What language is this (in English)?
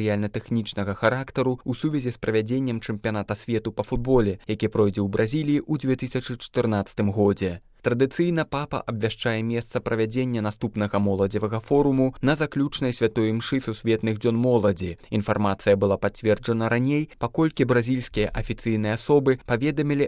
Belarusian